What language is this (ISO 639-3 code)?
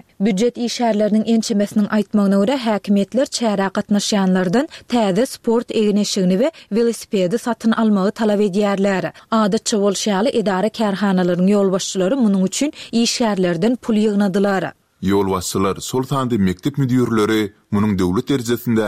tuk